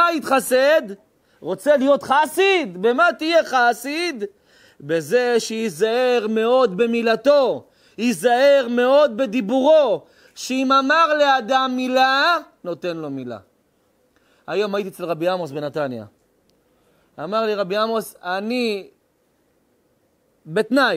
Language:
Hebrew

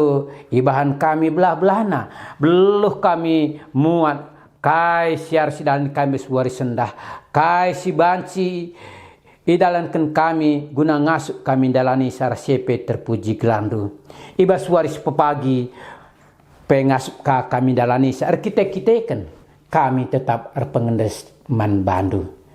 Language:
Batak Karo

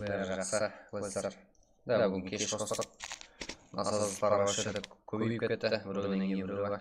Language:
Kara-Kalpak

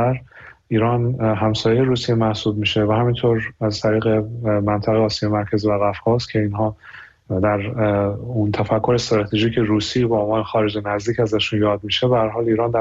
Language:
Persian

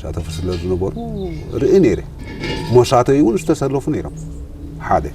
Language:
Tigrinya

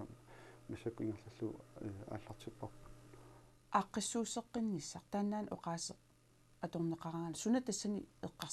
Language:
Kalaallisut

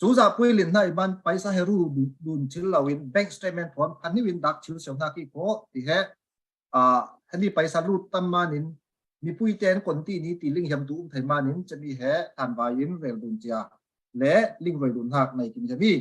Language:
Falam Chin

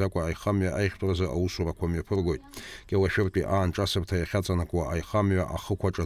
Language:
Abkhazian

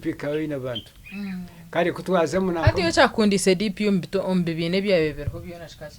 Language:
Nyankole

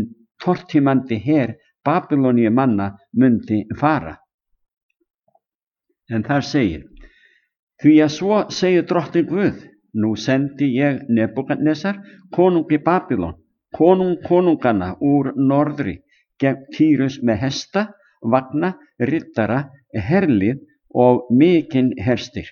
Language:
Icelandic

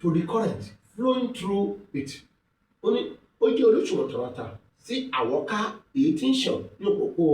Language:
Yoruba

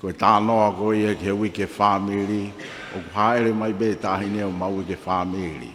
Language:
Tongan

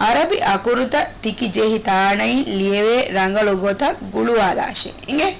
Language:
Divehi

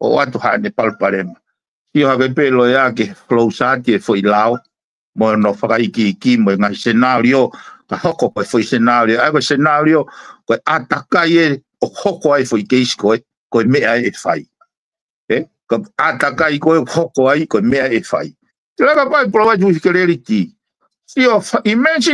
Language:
Tongan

